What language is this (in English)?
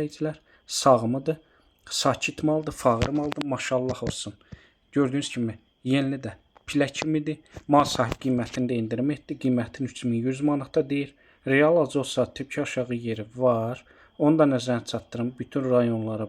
Azerbaijani